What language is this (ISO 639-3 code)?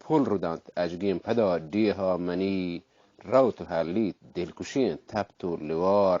bgp